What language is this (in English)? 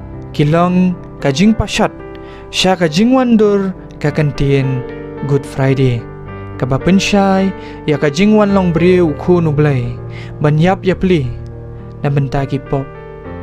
Khasi